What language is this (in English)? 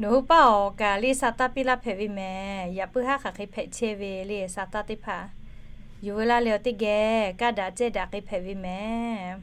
Lahu